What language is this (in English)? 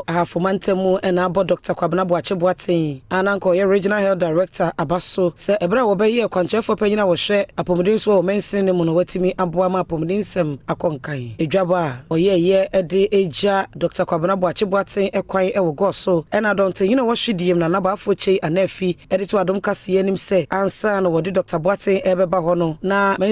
Akan